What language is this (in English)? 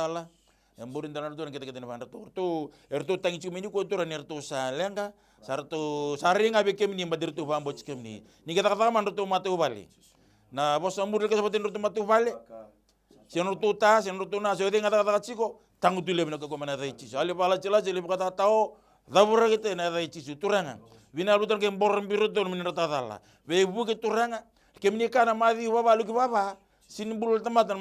Fijian